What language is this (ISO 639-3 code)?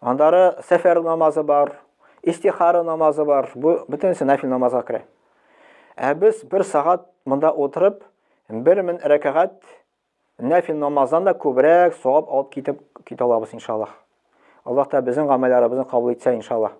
tat